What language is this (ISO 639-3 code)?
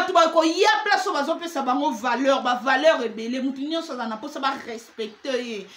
lin